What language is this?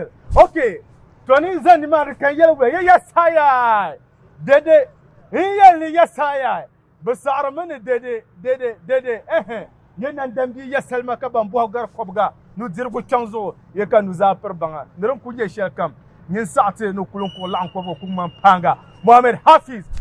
Dagbani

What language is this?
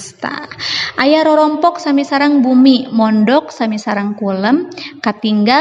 Sundanese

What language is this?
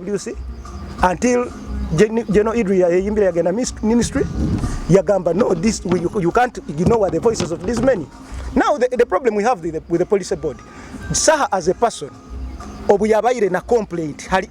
Nyoro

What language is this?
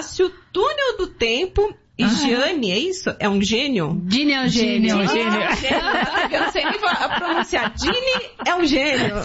Portuguese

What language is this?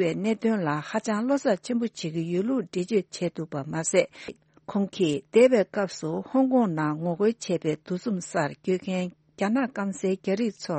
Tibetan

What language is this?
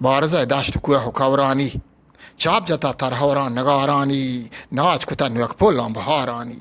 Eastern Balochi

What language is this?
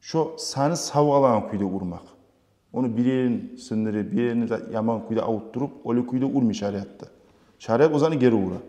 Kumyk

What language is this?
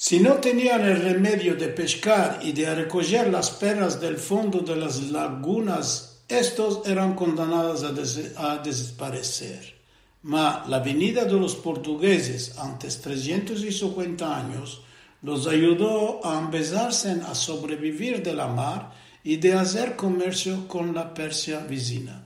Ladino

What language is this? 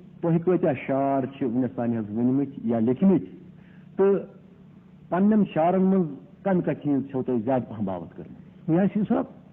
Kashmiri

